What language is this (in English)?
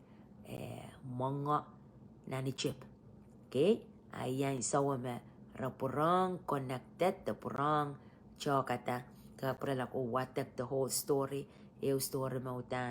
Pohnpeian